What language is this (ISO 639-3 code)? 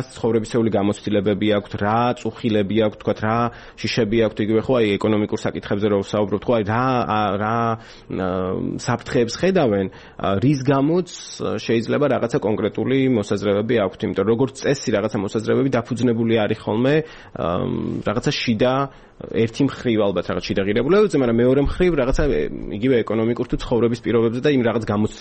kat